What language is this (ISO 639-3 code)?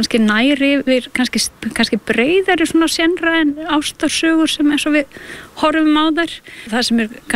isl